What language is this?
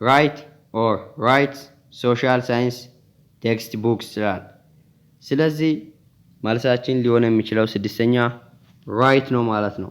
Amharic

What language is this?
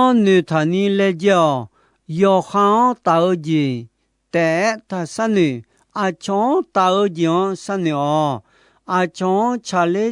Akha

